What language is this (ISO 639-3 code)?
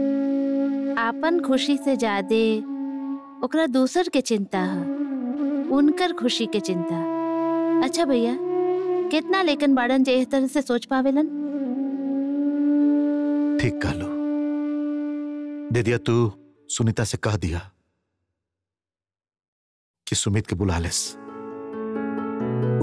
bho